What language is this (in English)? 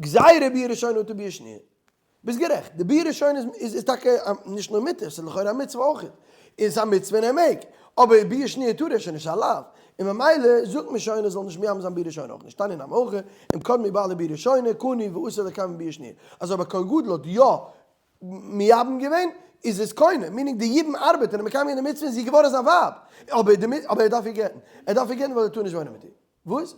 Yiddish